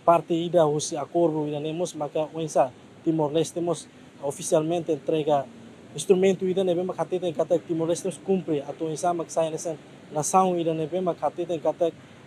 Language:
Tetum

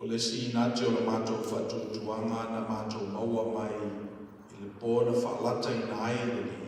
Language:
Samoan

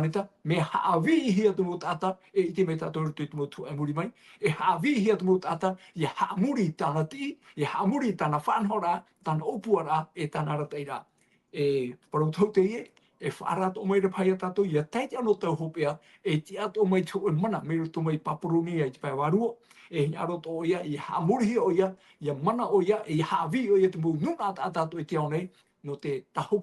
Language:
Tahitian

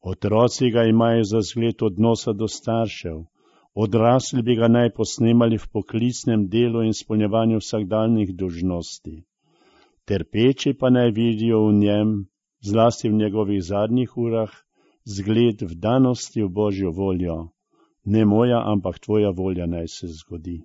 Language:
Slovenian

